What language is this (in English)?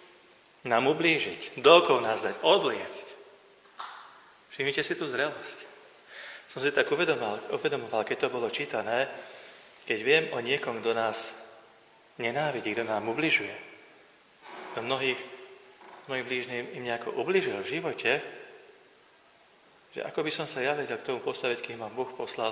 Slovak